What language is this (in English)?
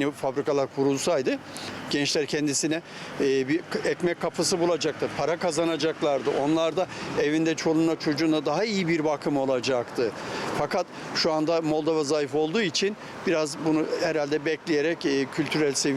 Gagauz